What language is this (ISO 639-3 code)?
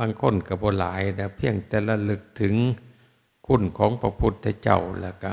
tts